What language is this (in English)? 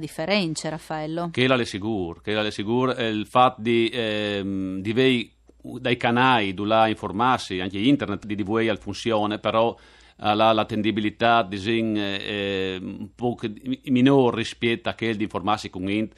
Friulian